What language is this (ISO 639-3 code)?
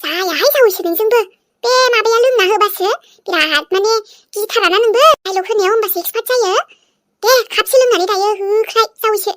brx